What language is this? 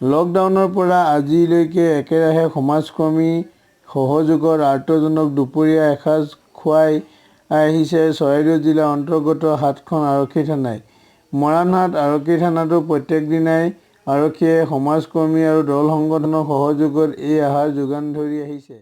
Assamese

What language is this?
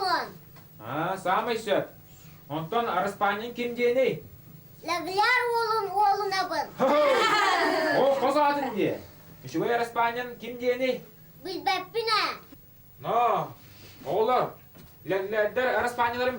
Yakut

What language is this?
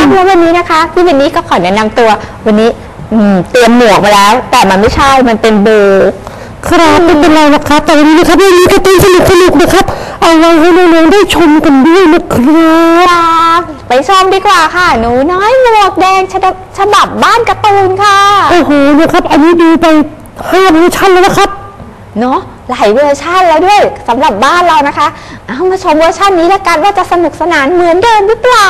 Thai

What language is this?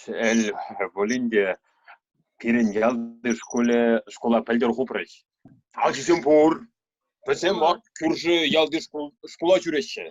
Chuvash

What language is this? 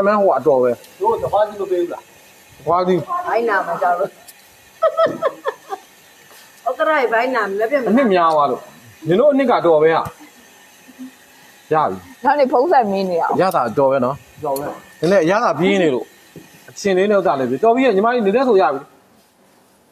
Burmese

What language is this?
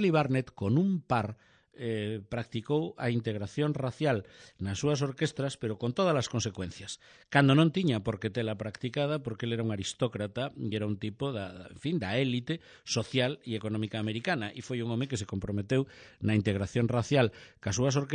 Galician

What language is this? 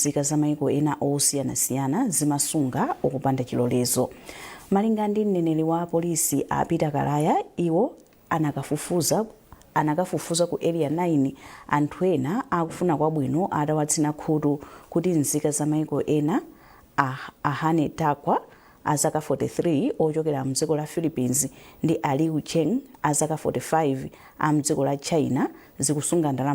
Nyanja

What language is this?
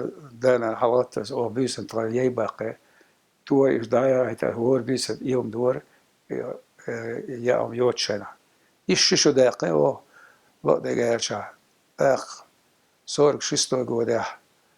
Chechen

